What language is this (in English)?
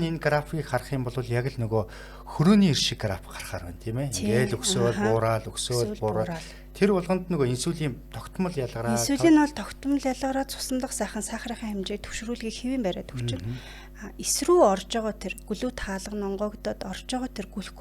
Mongolian